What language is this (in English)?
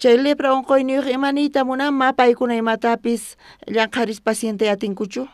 South Bolivian Quechua